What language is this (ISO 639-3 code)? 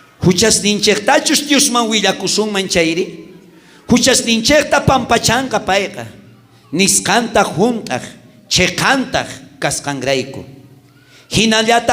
quh